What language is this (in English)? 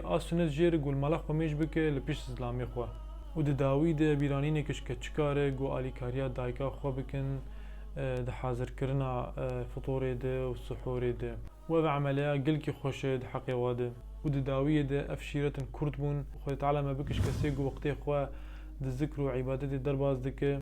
Kurdish